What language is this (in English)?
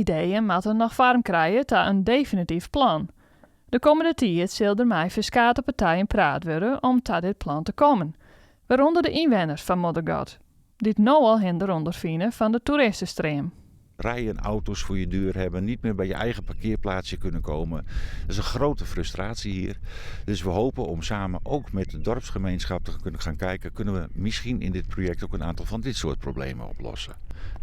Western Frisian